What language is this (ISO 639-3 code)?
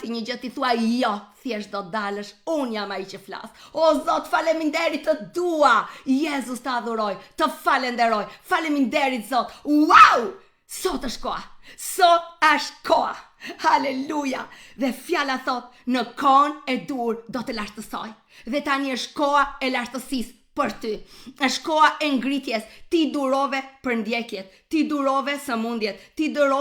sqi